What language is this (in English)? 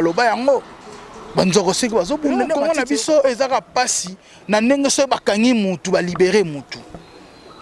Lingala